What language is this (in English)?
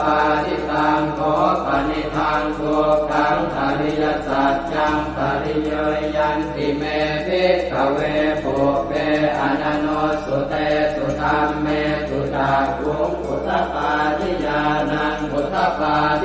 Pali